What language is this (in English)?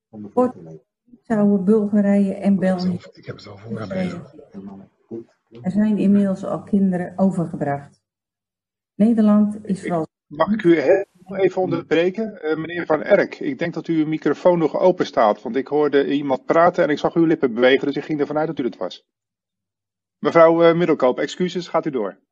Dutch